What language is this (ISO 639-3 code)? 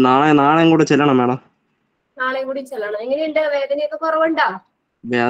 mal